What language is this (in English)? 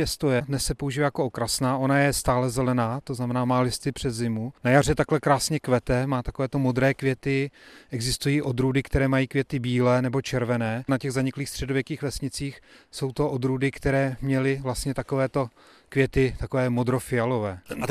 Czech